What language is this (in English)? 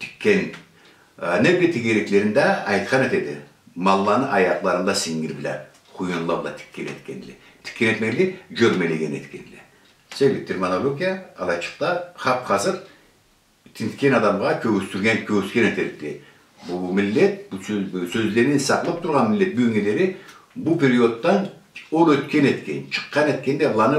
Karachay-Balkar